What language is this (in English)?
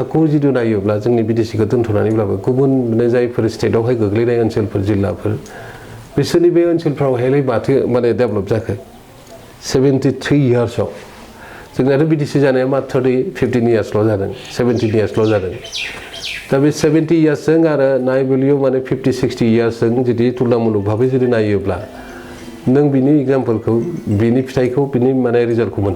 Bodo